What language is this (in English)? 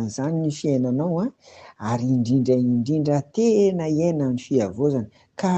Malagasy